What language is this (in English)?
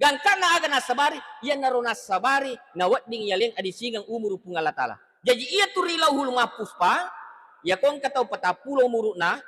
Buginese